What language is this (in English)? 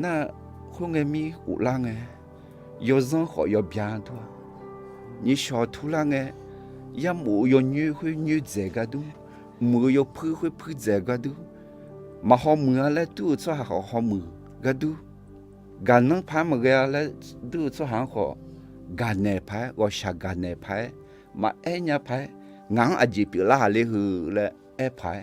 Akha